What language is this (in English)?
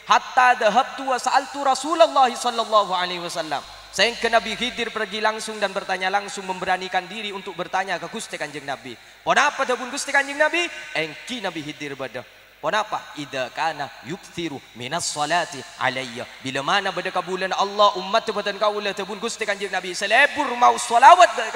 Madurese